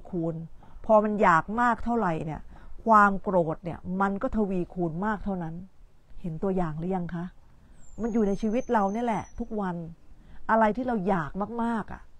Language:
Thai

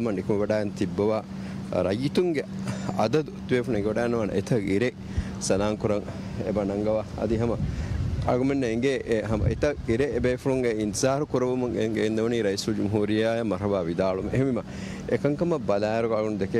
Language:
Divehi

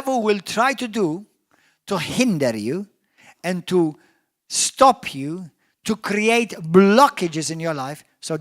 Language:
English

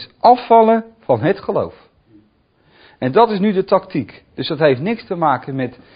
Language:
Dutch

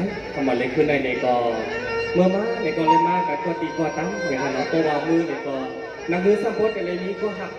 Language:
Shan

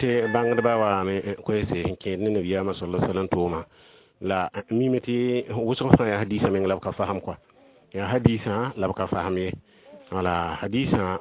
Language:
Mossi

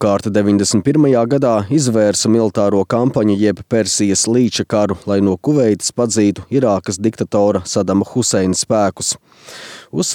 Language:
Latvian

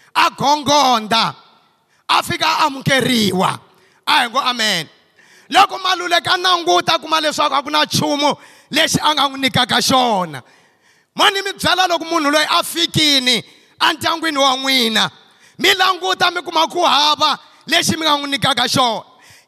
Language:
Tsonga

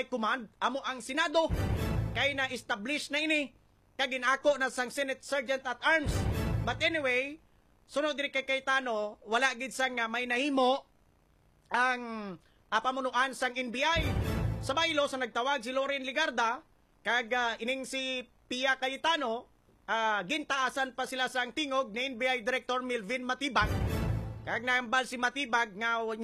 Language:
Hiligaynon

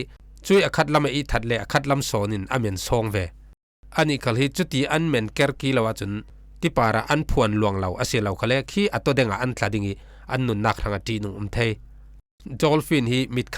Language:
Falam Chin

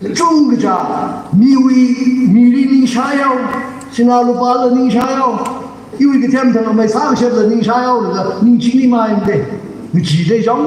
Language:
Tangkhul Naga (India)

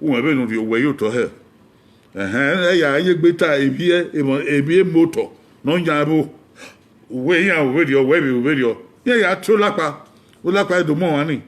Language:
Bini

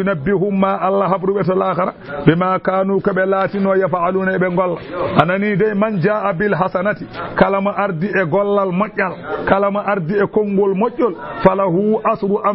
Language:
Fula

